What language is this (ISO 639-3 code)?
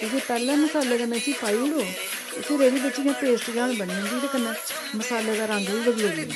doi